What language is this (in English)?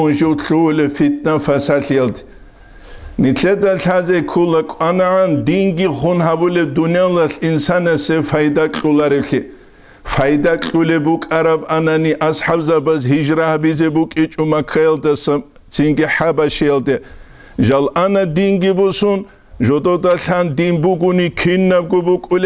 Avaric